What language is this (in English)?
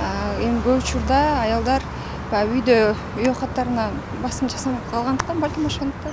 Kyrgyz